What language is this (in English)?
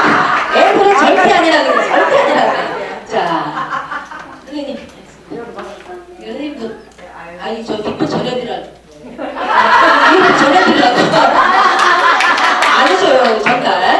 Korean